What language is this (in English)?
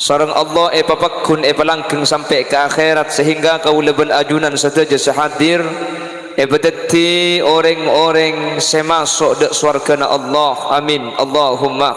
Madurese